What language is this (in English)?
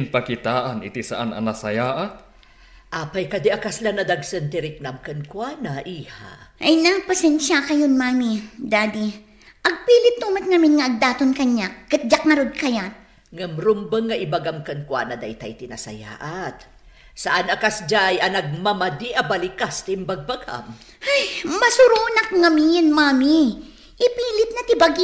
Iloko